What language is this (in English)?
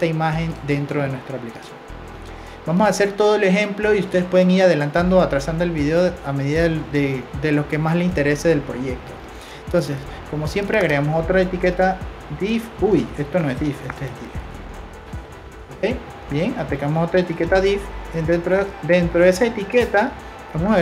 Spanish